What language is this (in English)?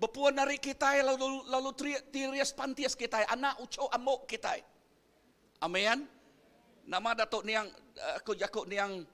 Iban